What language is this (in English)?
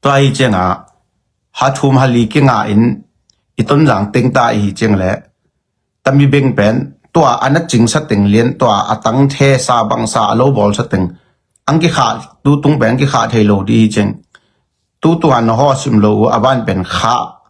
Tedim Chin